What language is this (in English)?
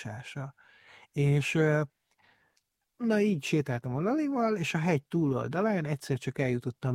Hungarian